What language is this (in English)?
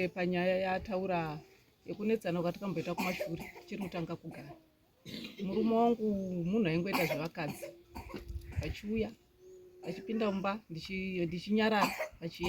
Shona